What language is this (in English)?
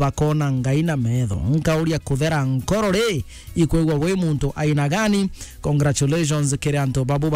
Meru